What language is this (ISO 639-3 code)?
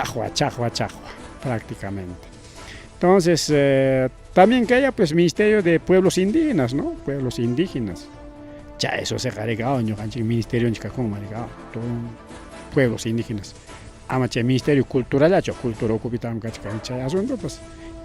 quy